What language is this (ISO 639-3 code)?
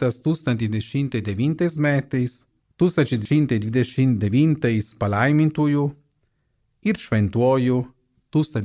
lit